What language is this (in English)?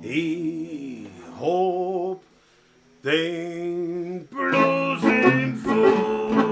Bavarian